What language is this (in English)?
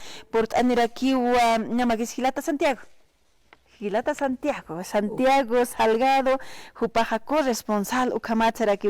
Aymara